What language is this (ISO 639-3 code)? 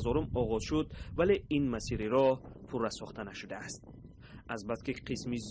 tgk